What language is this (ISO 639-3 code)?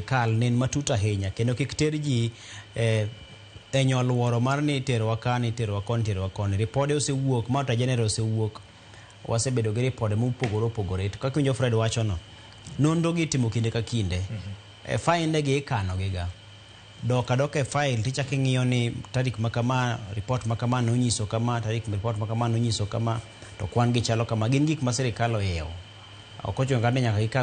luo